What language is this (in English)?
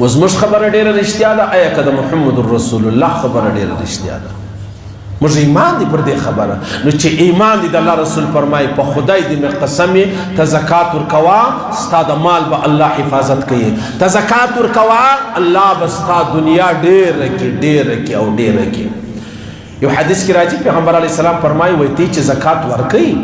Pashto